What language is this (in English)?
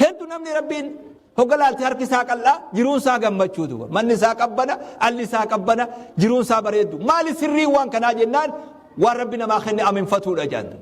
Oromo